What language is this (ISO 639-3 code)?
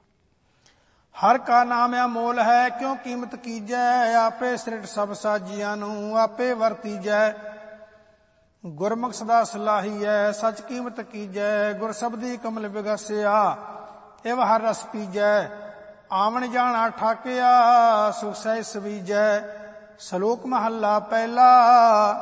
pan